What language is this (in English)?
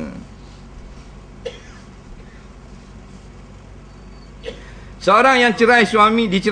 Malay